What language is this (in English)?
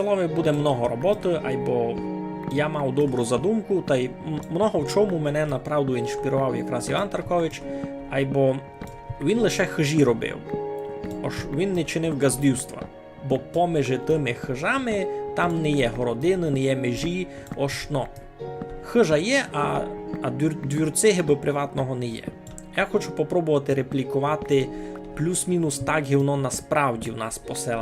Rusyn